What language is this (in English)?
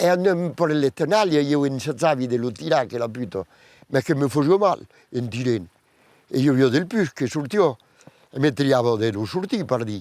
Occitan